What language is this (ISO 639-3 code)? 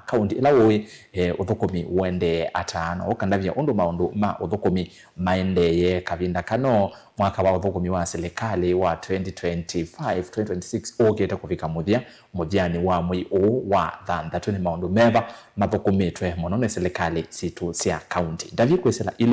kam